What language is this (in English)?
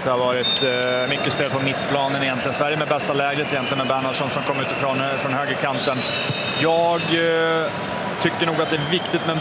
Swedish